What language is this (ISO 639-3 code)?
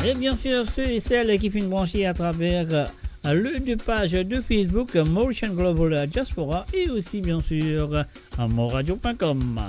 mfe